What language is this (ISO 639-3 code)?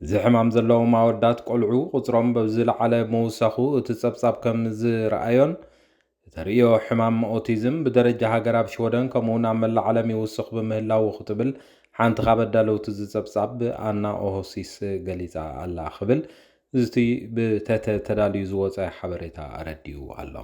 tir